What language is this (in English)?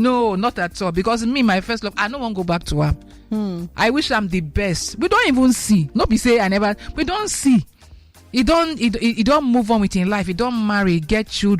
Nigerian Pidgin